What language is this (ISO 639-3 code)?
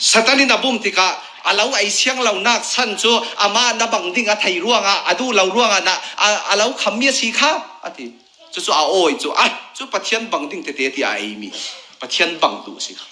cfm